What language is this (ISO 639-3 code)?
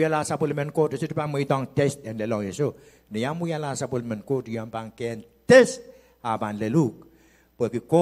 pon